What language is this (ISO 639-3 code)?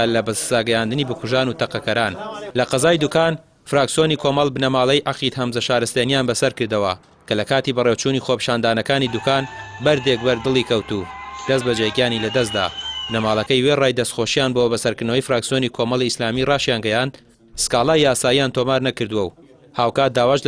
ckb